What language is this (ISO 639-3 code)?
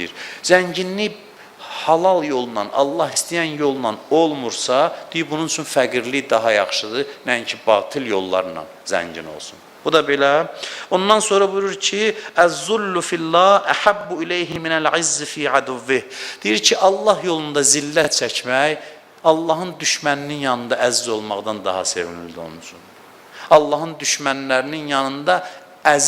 aze